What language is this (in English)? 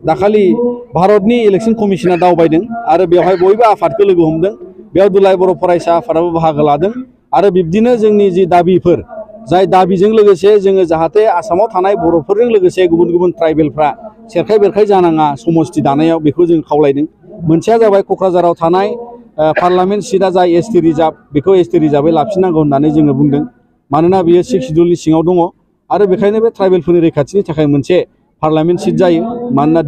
Bodo